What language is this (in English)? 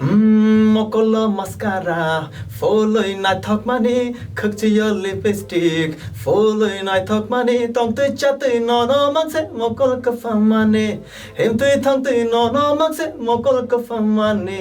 Kok Borok